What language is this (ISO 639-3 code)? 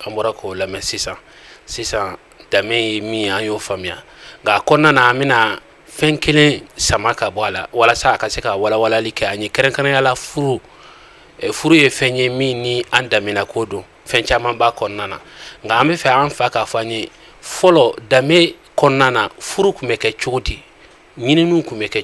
bam